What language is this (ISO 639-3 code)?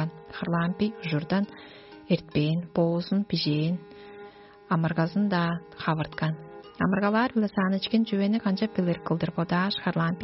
tyv